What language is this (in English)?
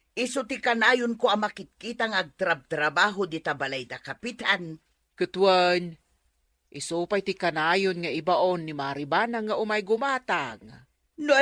Iloko